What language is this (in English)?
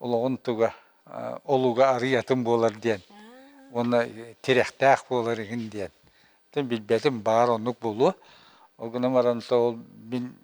Yakut